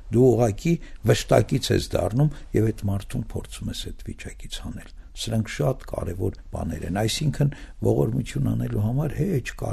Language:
Armenian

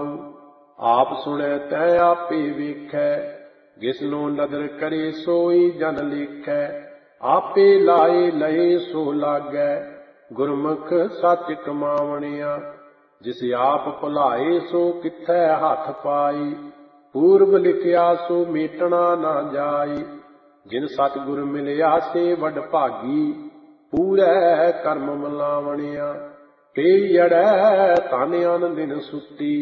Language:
Punjabi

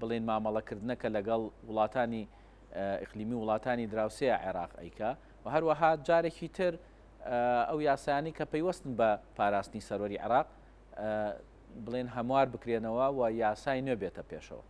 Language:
Central Kurdish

